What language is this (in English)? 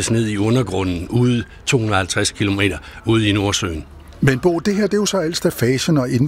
Danish